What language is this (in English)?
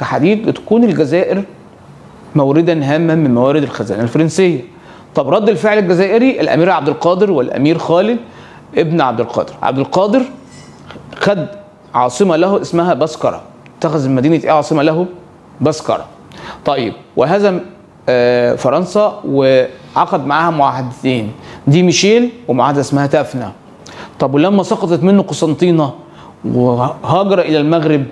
Egyptian Arabic